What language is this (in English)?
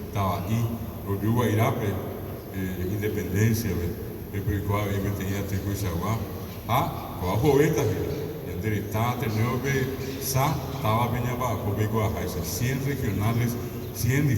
Guarani